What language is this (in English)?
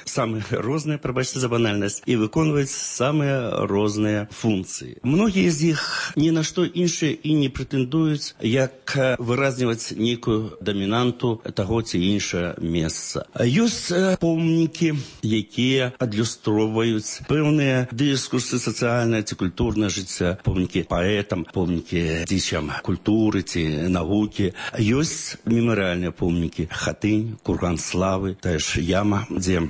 Belarusian